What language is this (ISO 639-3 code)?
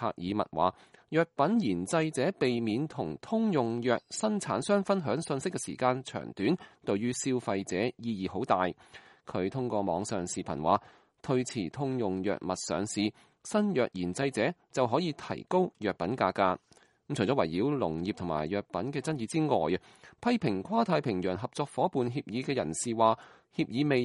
yue